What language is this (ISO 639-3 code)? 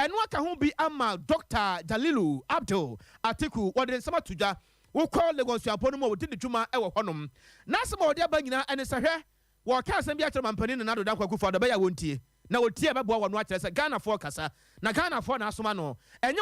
aka